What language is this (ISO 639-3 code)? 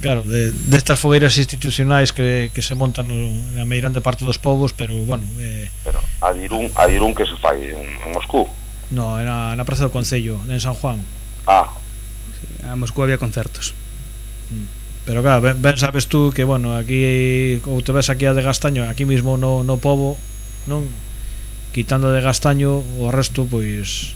glg